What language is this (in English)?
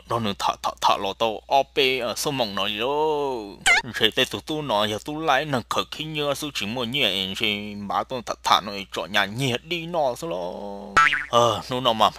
Hmong